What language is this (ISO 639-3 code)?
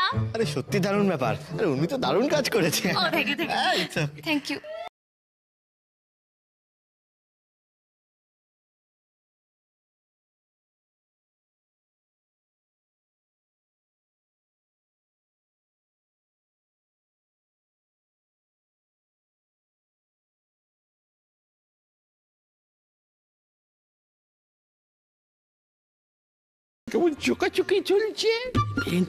ben